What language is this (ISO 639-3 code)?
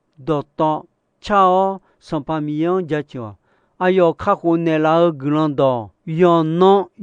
ahk